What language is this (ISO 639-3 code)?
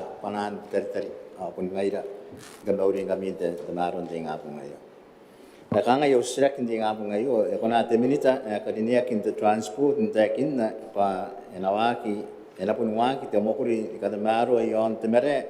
gil